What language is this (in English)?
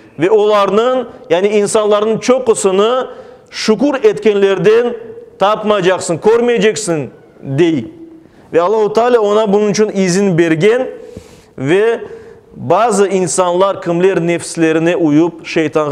Crimean Tatar